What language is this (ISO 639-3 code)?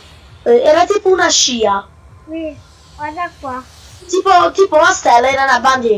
ita